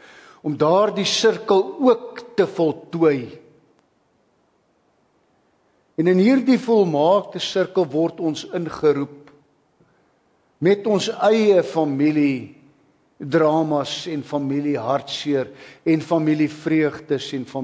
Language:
Afrikaans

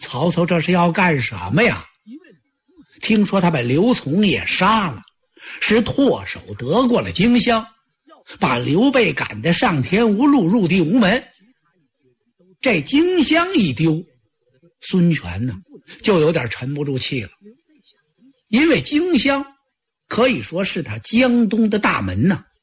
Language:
Chinese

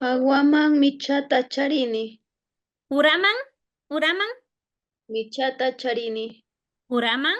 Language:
Imbabura Highland Quichua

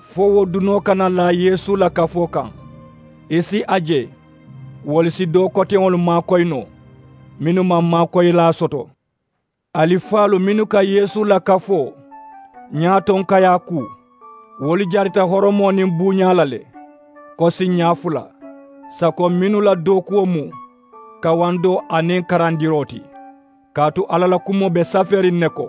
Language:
Mandingo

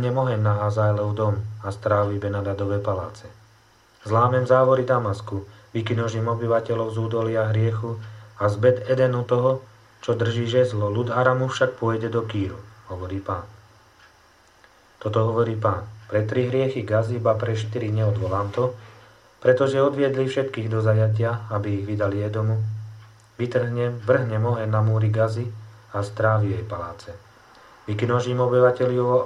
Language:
Slovak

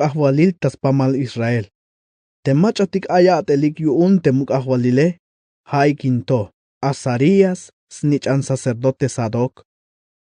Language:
Tzeltal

